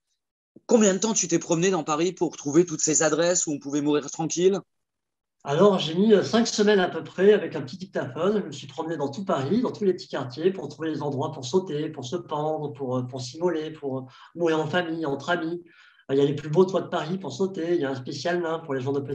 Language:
French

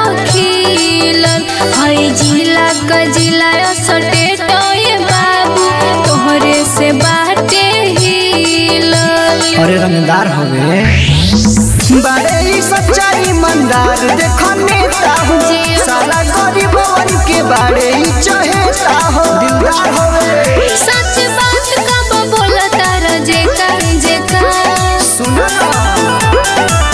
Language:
Bhojpuri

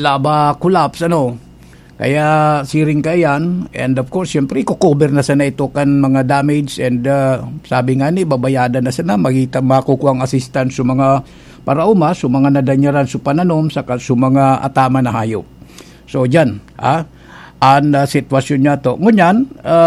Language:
Bikol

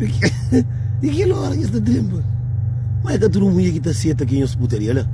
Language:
Kabuverdianu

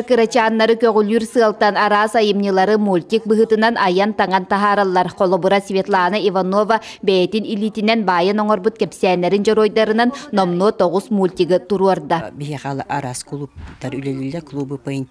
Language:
Yakut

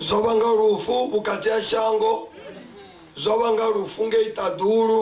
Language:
Venda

